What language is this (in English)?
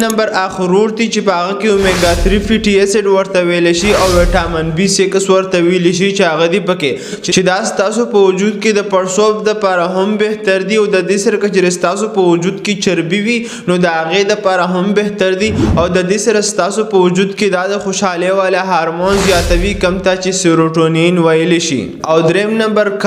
Pashto